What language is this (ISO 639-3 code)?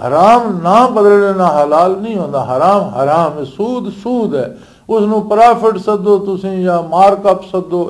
lah